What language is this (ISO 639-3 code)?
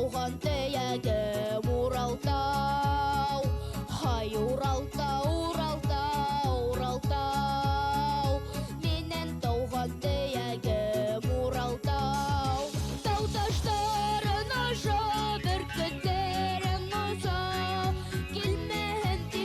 bak